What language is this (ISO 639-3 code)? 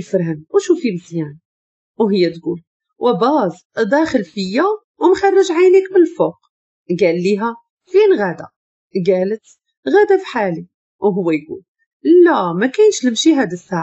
ary